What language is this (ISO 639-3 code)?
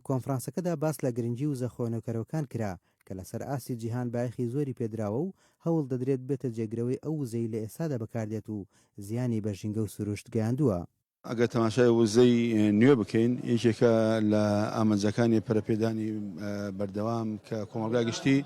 ckb